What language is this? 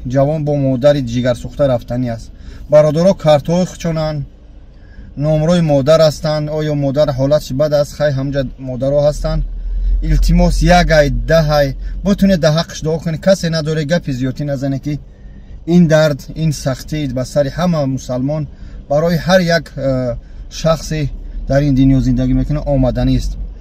Tajik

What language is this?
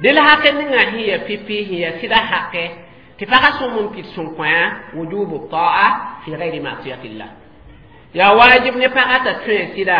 Mossi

